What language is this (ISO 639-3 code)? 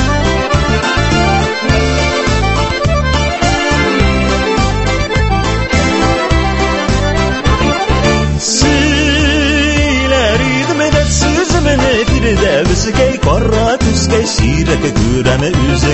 tat